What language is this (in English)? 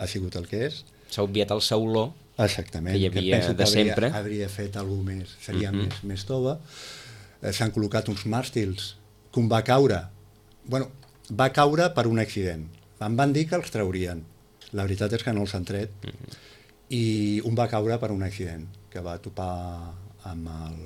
Catalan